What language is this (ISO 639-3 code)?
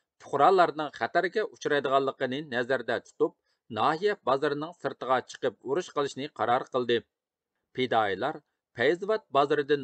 uig